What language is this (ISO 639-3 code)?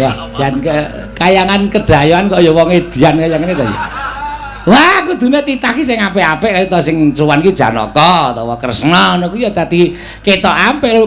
jav